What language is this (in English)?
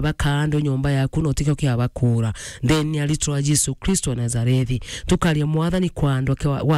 Meru